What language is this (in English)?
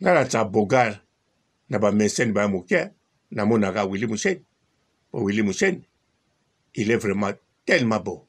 Lingala